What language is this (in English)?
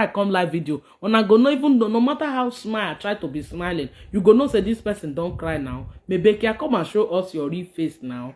Nigerian Pidgin